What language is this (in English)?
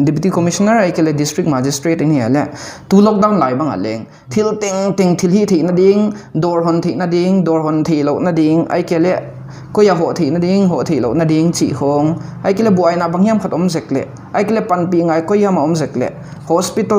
Paite Chin